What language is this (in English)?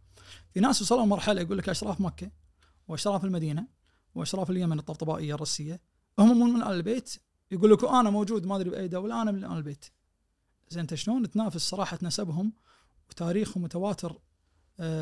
Najdi Arabic